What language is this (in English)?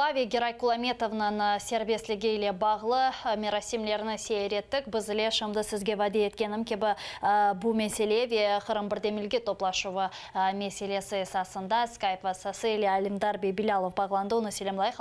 Crimean Tatar